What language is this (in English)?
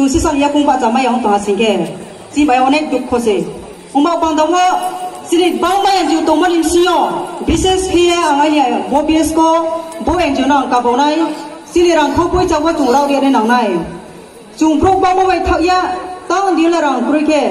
Riang (India)